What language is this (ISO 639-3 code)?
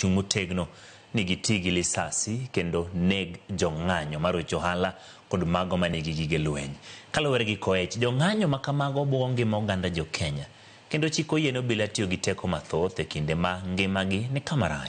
luo